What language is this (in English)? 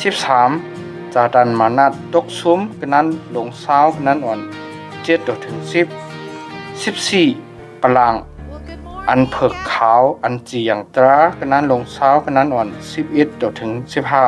Shan